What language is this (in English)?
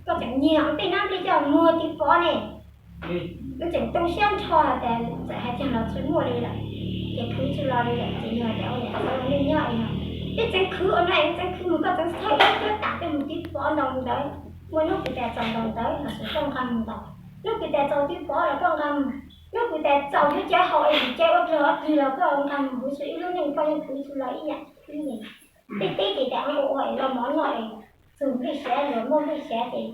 Hmong